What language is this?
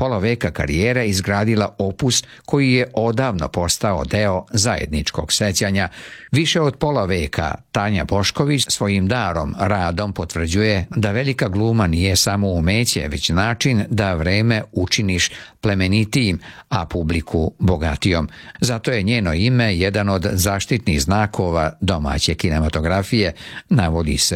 Serbian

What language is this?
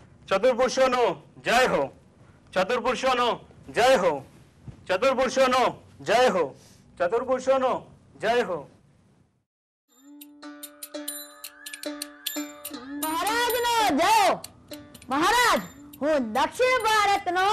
Gujarati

